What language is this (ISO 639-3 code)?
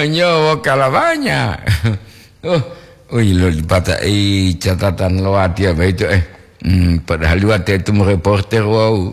gor